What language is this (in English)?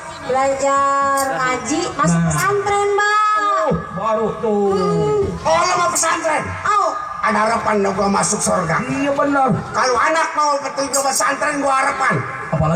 Betawi